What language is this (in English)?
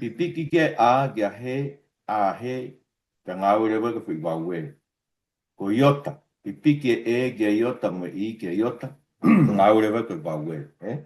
Tongan